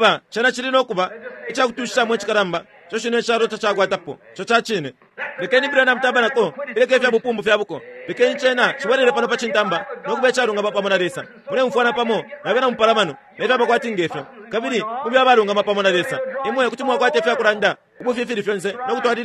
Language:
Bemba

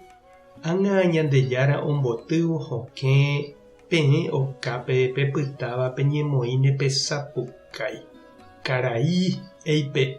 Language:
Guarani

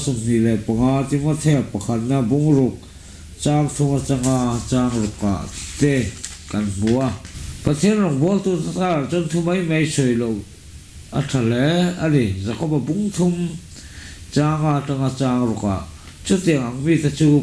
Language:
Mizo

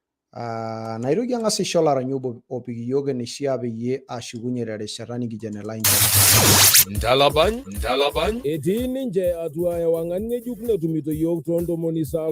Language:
Masai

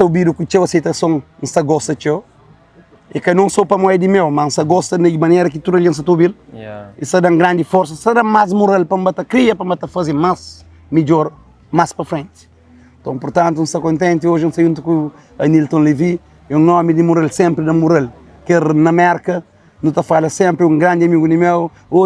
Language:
Kabuverdianu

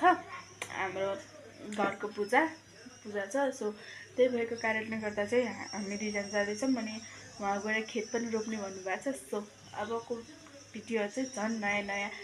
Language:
Nepali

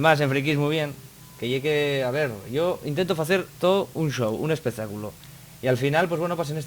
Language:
Asturian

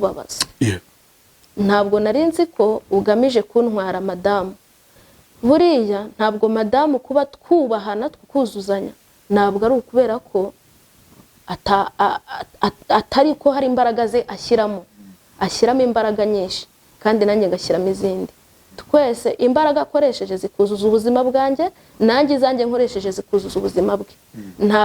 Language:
Kinyarwanda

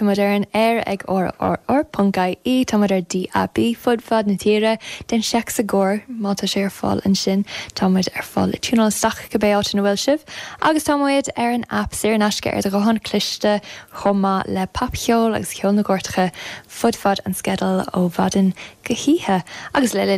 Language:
Irish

